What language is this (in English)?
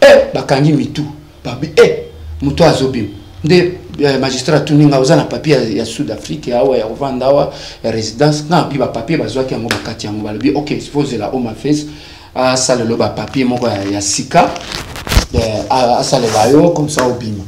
Lingala